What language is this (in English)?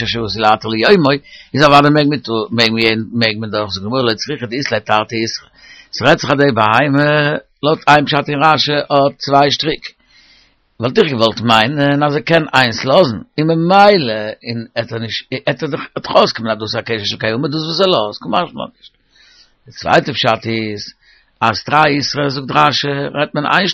Yiddish